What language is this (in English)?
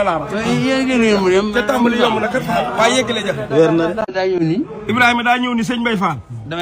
Wolof